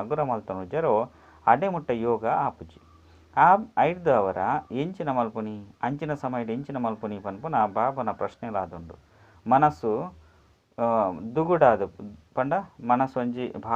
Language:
Tulu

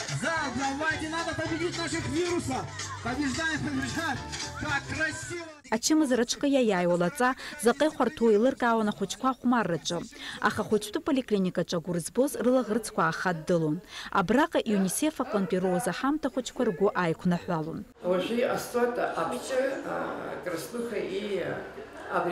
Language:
Abkhazian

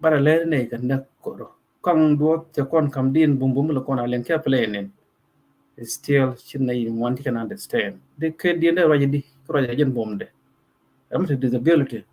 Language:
Nuer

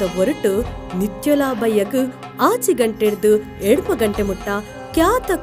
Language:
Tulu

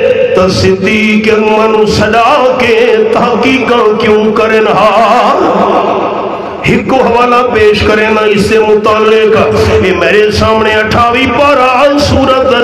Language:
Urdu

